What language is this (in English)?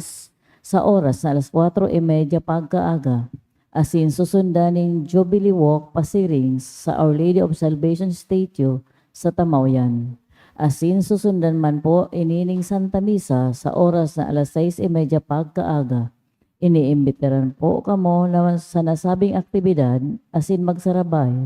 Bikol